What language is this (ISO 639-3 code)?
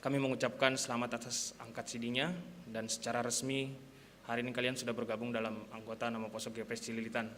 bts